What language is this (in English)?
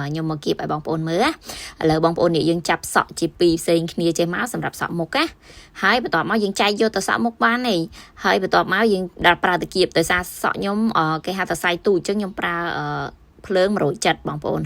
Khmer